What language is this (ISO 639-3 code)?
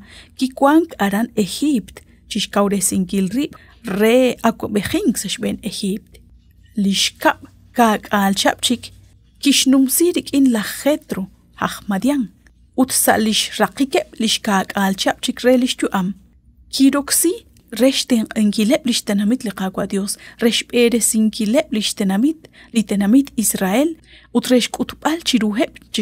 kek